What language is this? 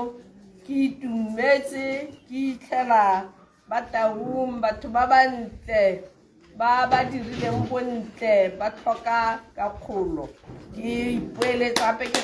Tswana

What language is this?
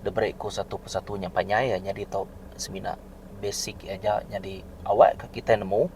Iban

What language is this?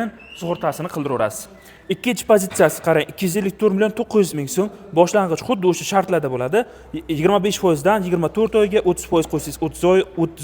Uzbek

